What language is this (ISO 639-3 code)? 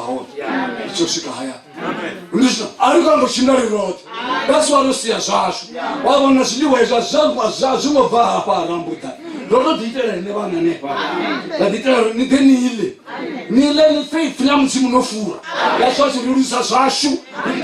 ven